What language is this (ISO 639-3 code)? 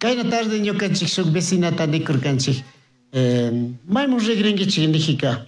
qug